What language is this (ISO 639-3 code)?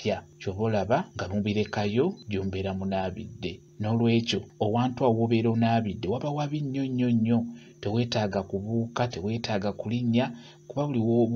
lug